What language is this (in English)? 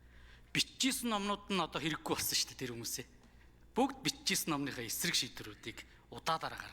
Mongolian